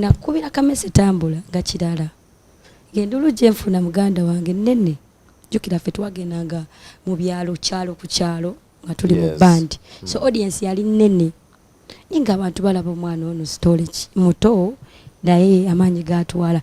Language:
Ganda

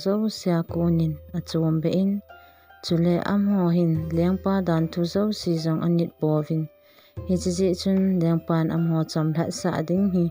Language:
Thado Chin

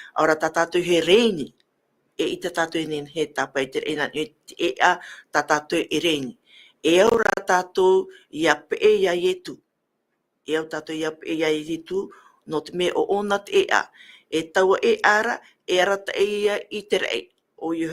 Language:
Tahitian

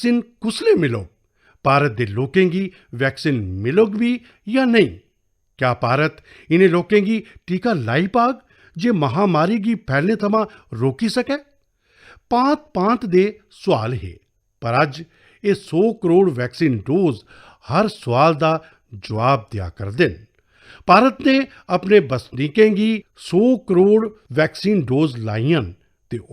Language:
Dogri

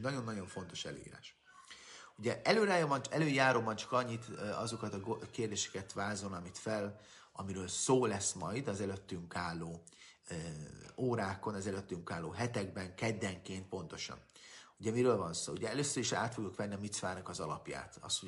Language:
Hungarian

